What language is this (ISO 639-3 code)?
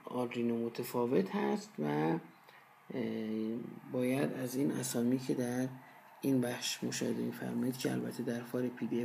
fas